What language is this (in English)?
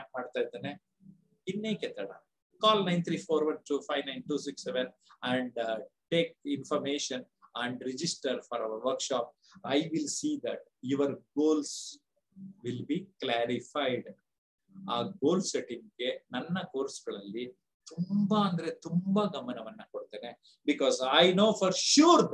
Kannada